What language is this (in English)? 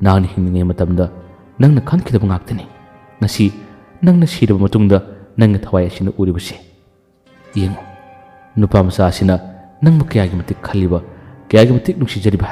Manipuri